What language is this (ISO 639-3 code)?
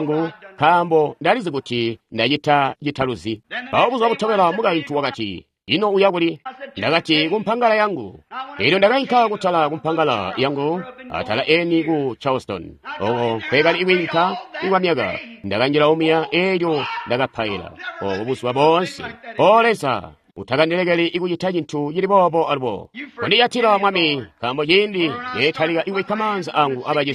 toi